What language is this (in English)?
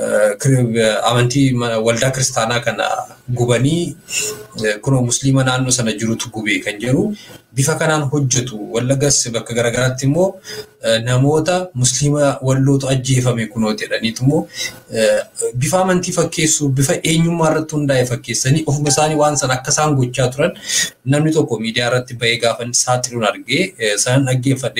Oromo